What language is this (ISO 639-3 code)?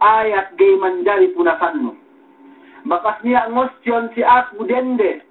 yka